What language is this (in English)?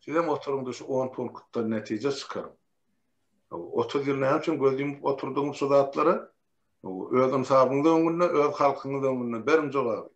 Turkmen